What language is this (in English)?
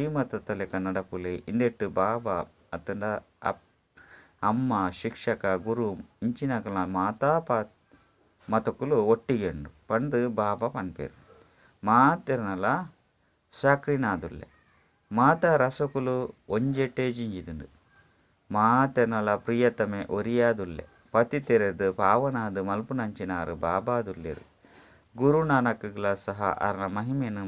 Tulu